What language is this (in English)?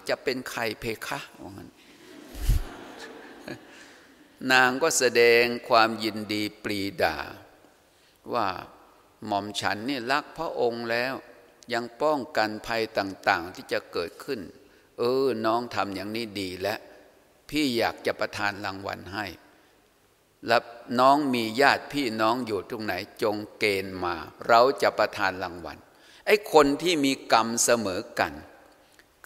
Thai